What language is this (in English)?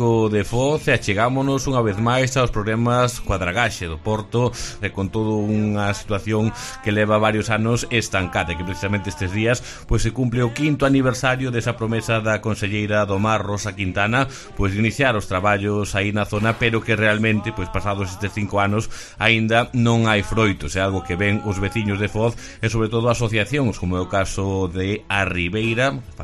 Galician